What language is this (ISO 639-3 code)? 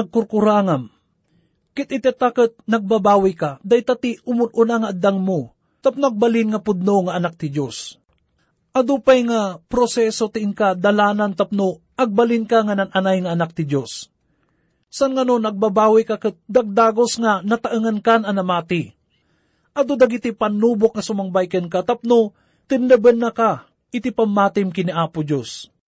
ilo